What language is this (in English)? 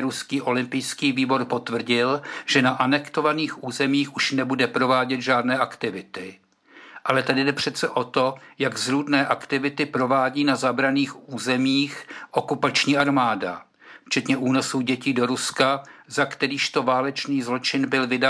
Czech